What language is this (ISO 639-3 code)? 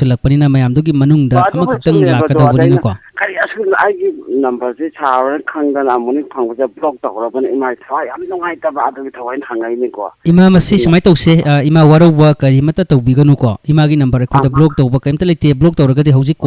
mni